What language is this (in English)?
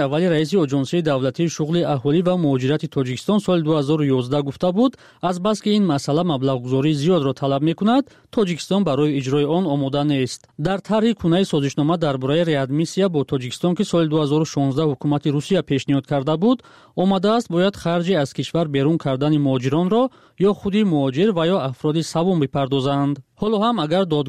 Tajik